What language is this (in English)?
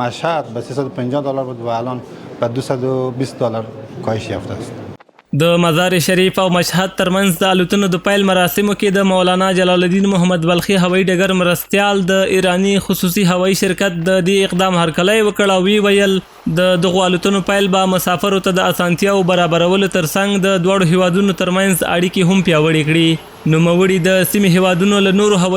Pashto